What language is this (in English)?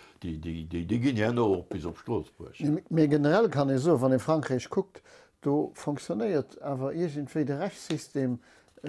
Luxembourgish